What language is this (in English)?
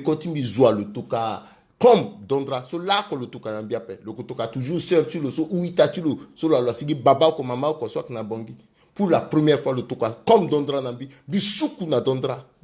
Sango